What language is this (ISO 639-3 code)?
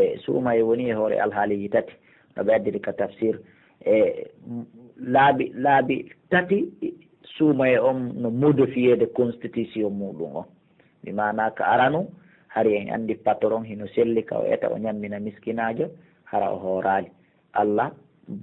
fuf